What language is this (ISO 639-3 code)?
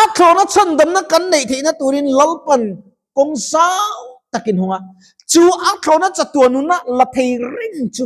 lus